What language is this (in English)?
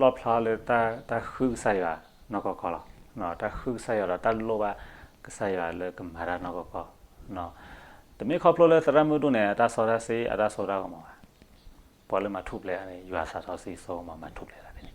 S'gaw Karen